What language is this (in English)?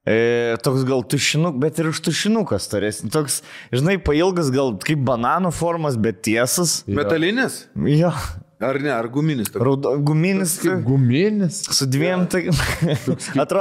Lithuanian